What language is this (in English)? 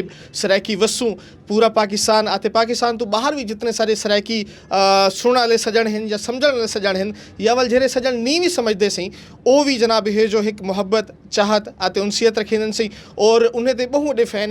Saraiki